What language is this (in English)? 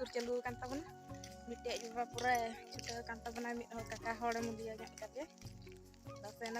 Santali